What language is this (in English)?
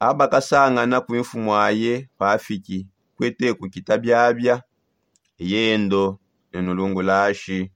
Songe